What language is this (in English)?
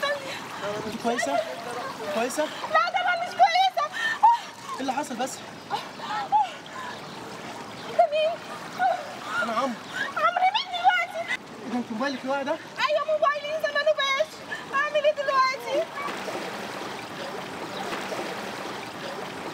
Egyptian Arabic